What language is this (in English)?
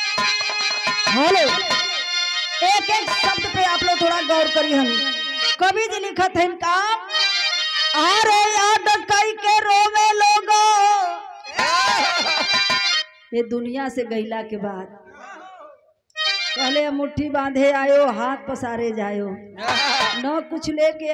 Bhojpuri